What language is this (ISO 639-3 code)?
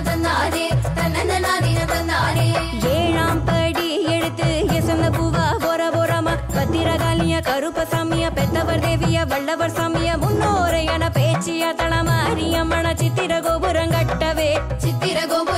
tam